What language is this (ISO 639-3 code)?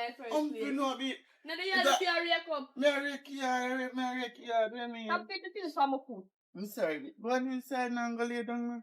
jam